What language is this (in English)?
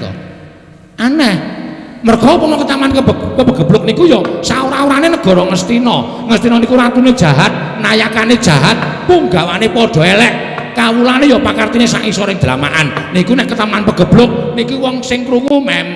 Javanese